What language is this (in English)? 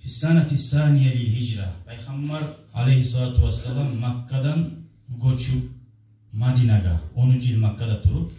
Kumyk